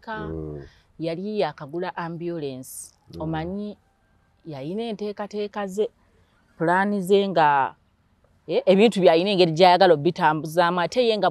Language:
Ganda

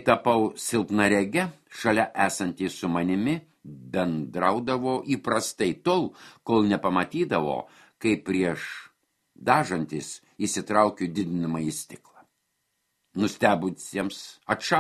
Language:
Lithuanian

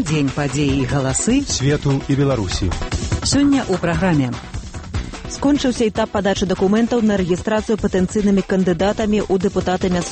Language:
Belarusian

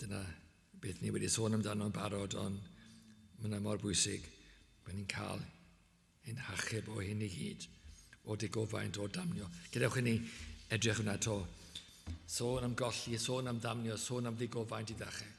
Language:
Welsh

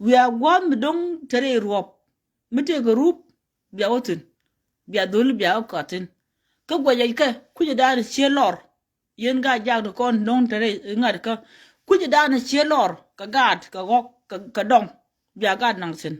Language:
Nuer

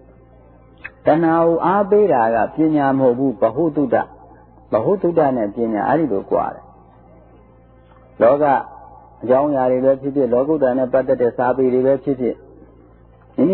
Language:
Burmese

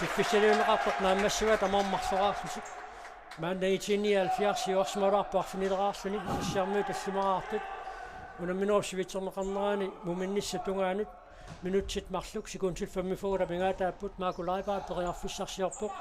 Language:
Kalaallisut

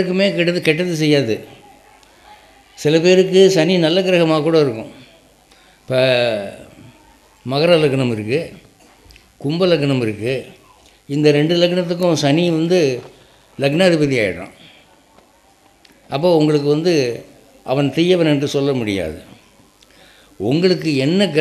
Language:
Tamil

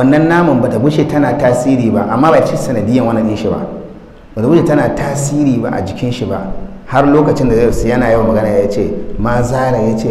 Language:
Hausa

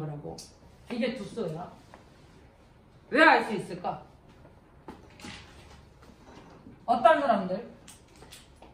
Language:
Korean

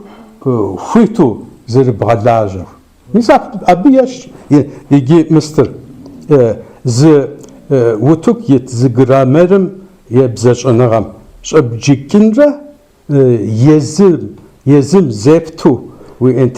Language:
Kabardian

